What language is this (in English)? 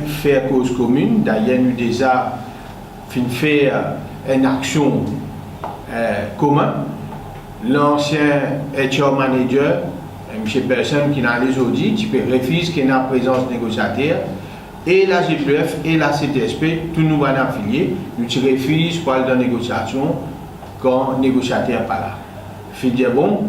Morisyen